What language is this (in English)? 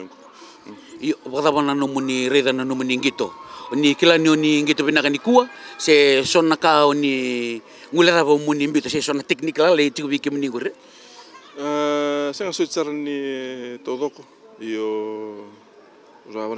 Fijian